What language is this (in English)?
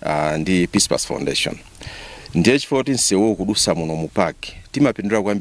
Nyanja